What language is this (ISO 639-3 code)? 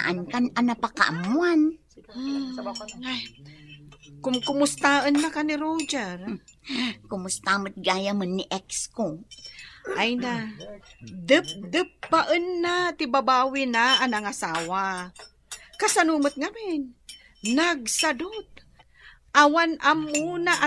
ilo